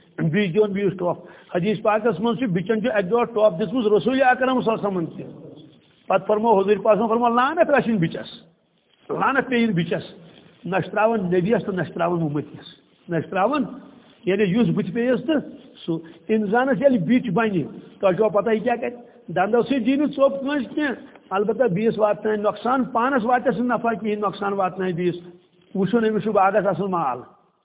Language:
Kashmiri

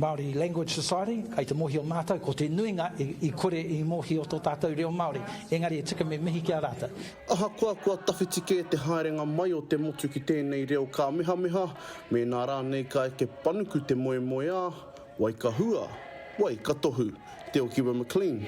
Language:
Māori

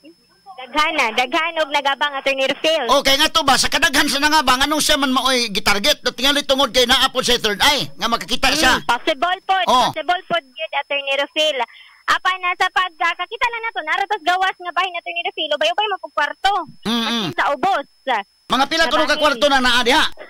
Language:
Cebuano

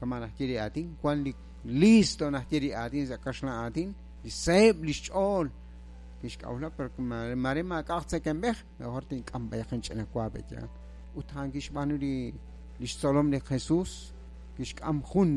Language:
Kekchí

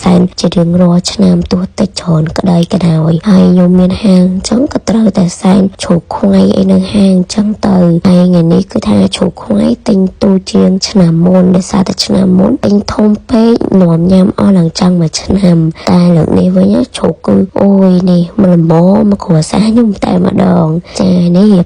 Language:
Khmer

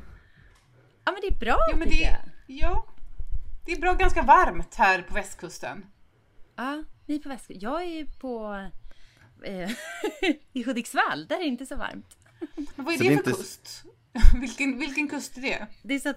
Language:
Swedish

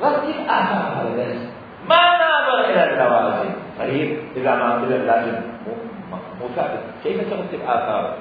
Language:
Mesopotamian Arabic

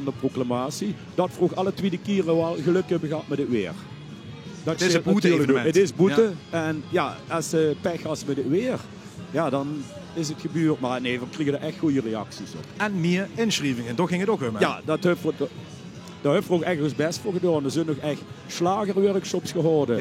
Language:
Limburgish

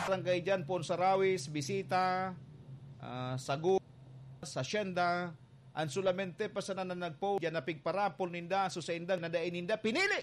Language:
Bikol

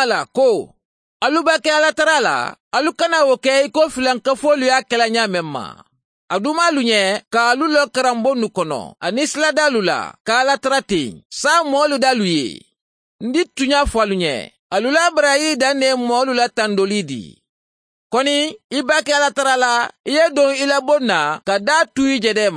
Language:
Mandingo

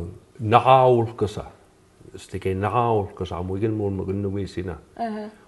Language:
Mi'kmaw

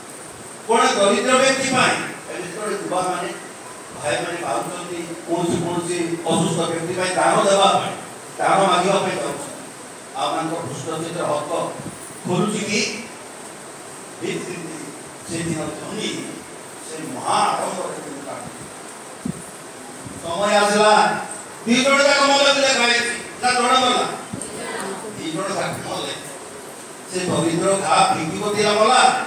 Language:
Odia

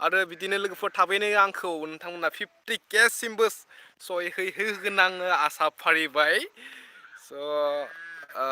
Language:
Bodo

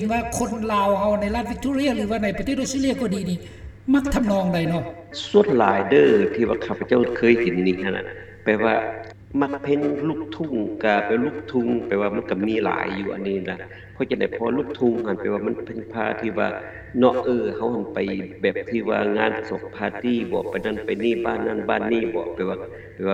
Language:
Lao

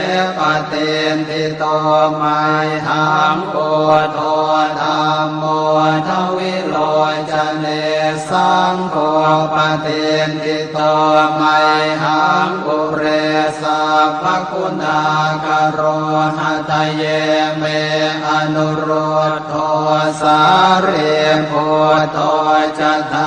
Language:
Pali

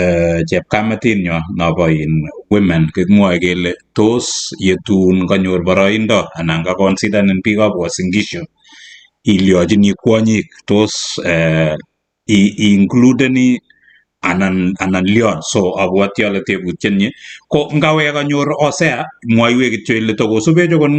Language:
Kalenjin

